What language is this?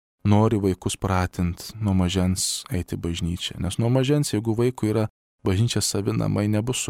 Lithuanian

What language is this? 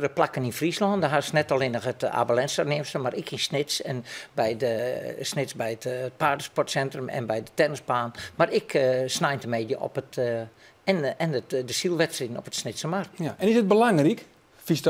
Western Frisian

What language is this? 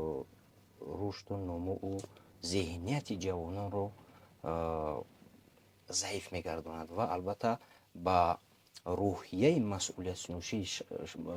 Tajik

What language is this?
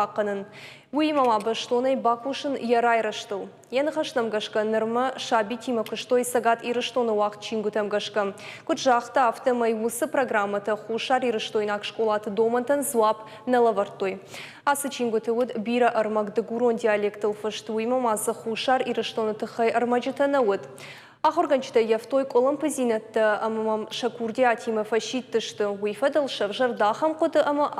Ossetic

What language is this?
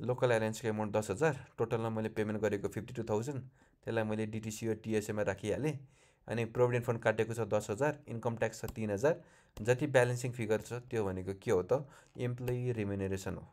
Nepali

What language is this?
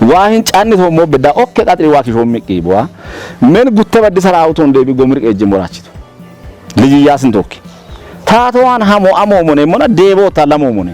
Kafa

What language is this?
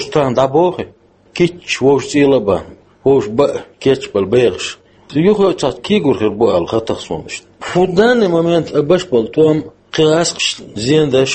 Chechen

